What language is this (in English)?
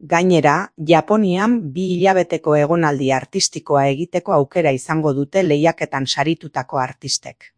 Basque